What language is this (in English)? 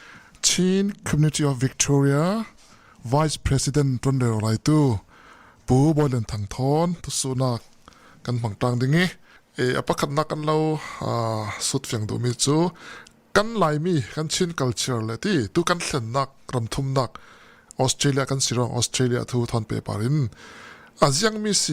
Falam Chin